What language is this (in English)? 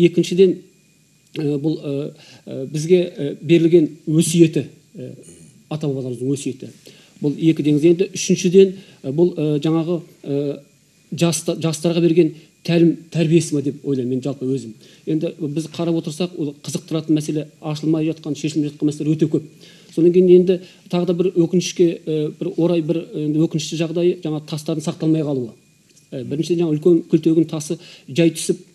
Kazakh